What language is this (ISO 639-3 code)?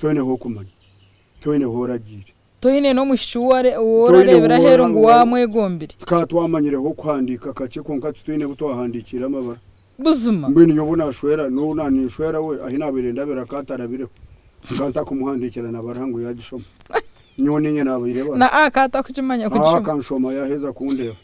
nyn